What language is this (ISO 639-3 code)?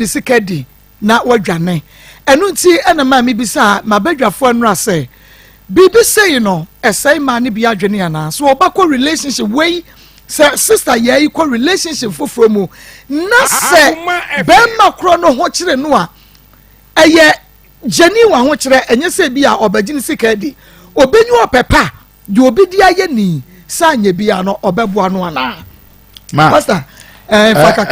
aka